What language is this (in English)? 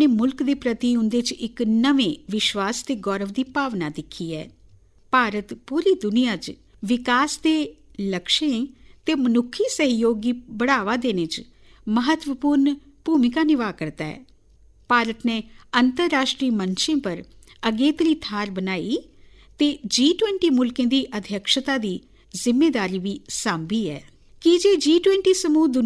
Dogri